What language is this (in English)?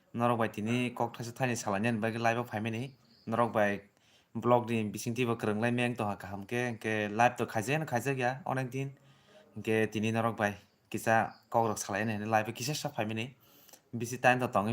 Kok Borok